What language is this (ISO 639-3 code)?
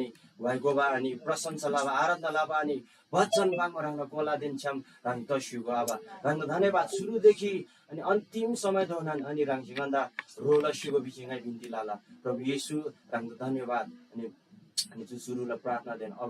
taj